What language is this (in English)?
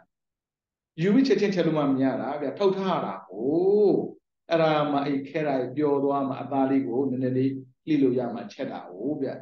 Burmese